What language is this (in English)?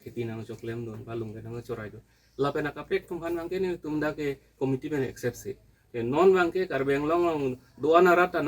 Karbi